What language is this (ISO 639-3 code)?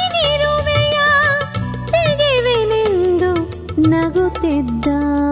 kan